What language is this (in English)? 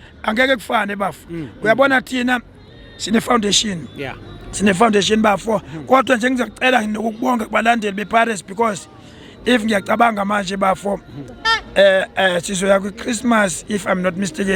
Zulu